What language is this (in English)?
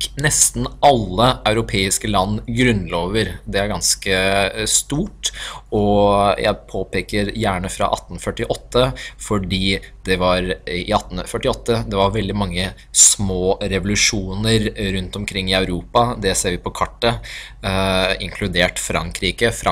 Norwegian